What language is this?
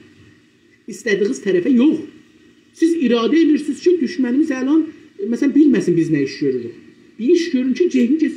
South Azerbaijani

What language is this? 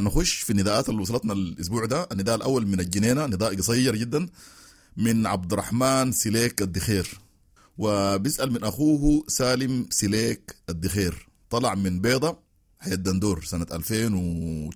Sudanese Arabic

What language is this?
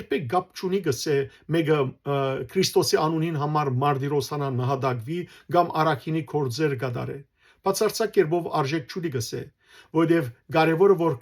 Western Armenian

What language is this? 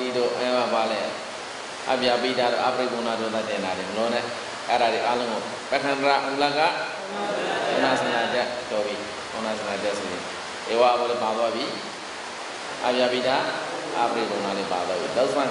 Burmese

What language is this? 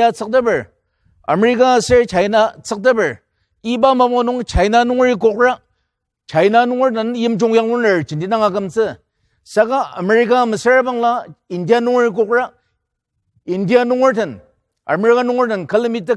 Ao Naga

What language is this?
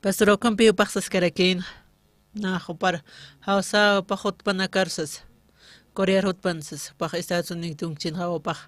Aymara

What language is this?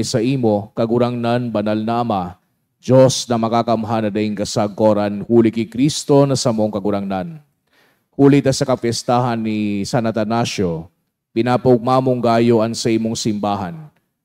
Bikol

